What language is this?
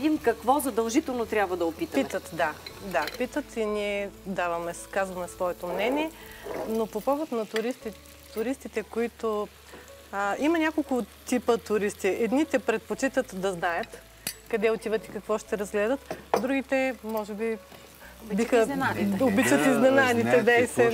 Bulgarian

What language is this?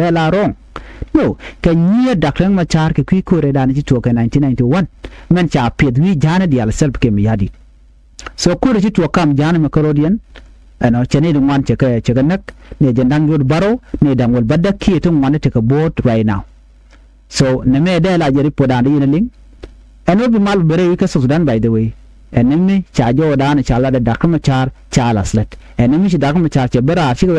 Nuer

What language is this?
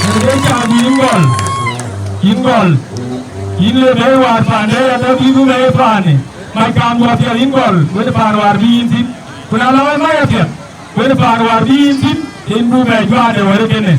Dinka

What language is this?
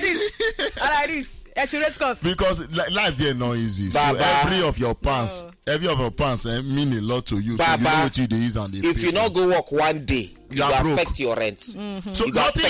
Nigerian Pidgin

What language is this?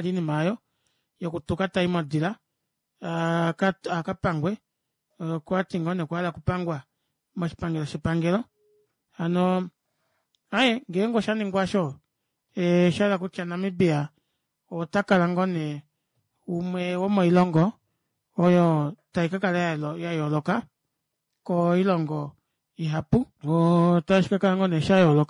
Kuanyama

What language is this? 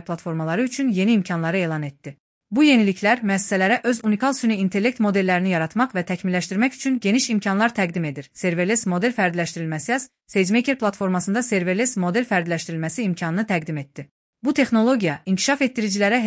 Azerbaijani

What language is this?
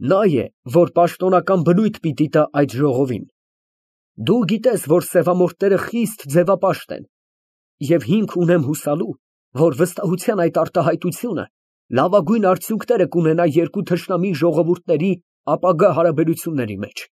Armenian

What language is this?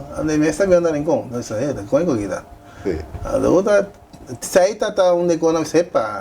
Papiamento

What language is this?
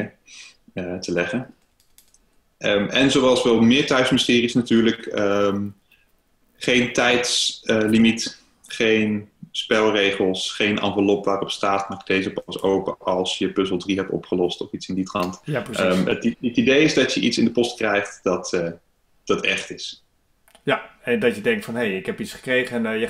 Dutch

